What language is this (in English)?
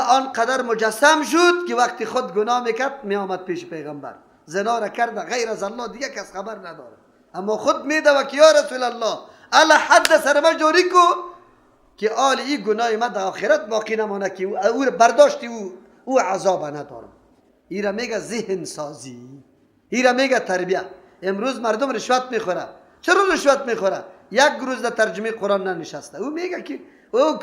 Persian